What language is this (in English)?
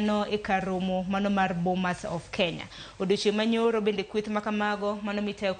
Luo (Kenya and Tanzania)